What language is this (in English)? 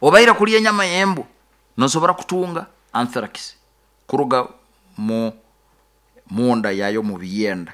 Nyoro